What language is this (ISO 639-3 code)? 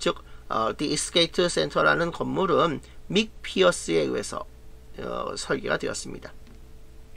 kor